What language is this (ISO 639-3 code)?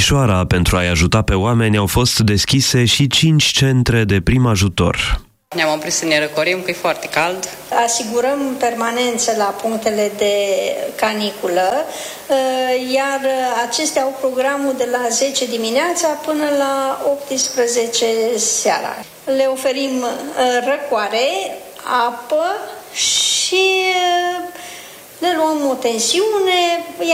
ron